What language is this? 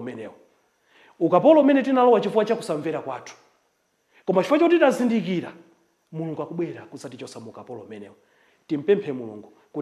Nyanja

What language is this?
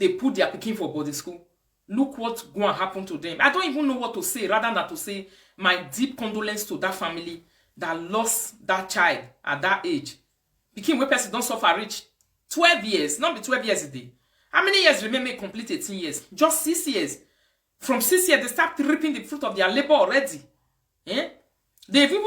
Nigerian Pidgin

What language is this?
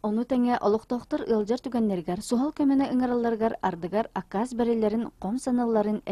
Yakut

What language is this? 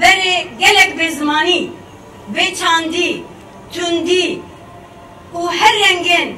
Kurdish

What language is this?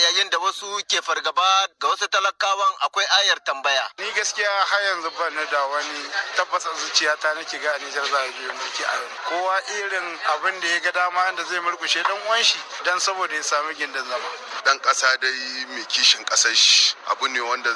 Hausa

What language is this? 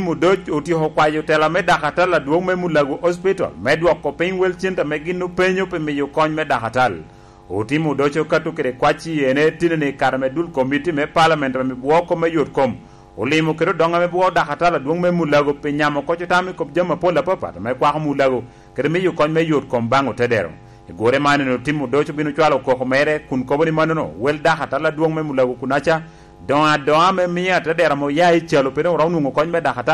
Lango (Uganda)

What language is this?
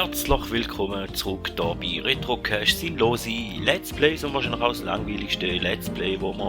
Swiss German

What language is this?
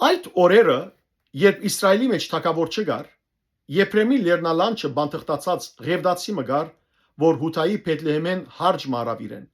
Western Armenian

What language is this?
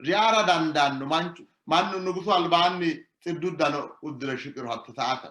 Sidamo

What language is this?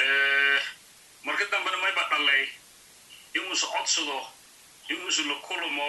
Somali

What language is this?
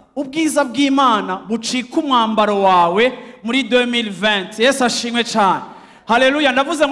Rundi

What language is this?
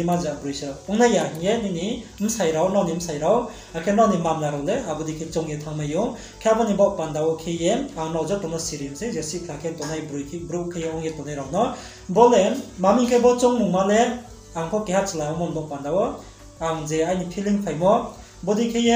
Riang (India)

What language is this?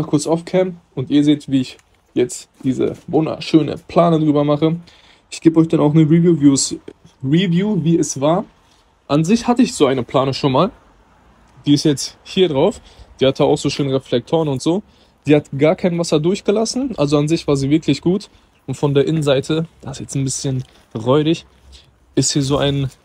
German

